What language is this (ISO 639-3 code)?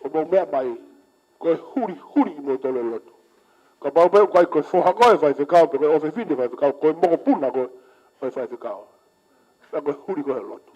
ton